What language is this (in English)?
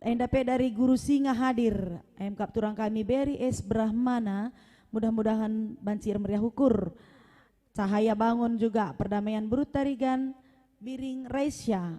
Batak Karo